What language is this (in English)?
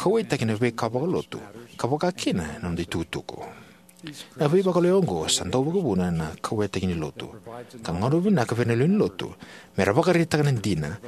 Fijian